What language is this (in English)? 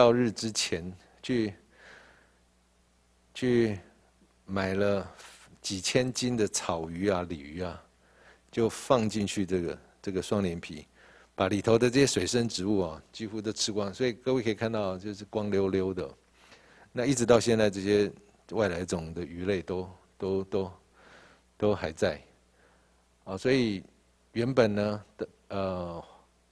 Chinese